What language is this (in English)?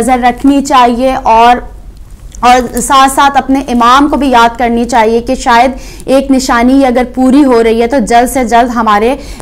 Urdu